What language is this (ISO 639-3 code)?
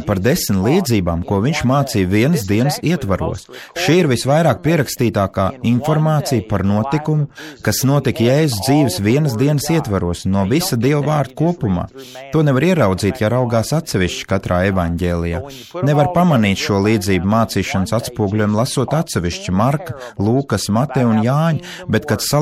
lav